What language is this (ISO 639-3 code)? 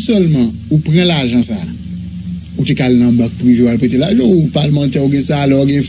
hat